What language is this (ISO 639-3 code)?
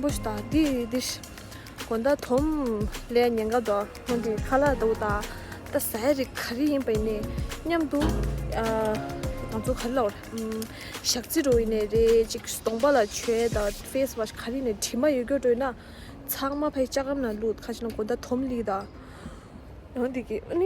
bod